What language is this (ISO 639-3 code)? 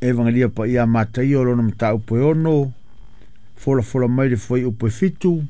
smo